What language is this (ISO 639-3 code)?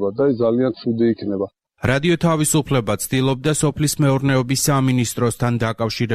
kat